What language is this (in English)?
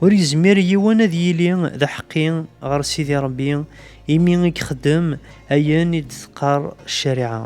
Kabyle